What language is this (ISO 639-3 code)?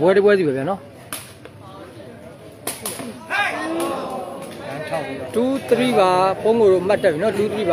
mya